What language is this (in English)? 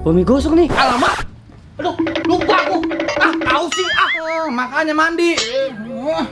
Betawi